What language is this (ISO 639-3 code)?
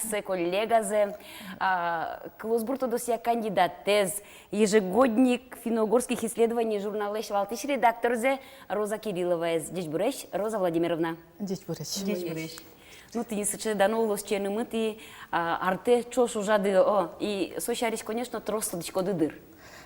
udm